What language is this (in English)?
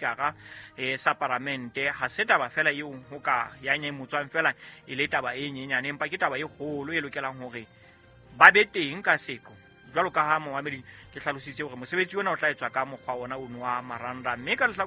Southern Sotho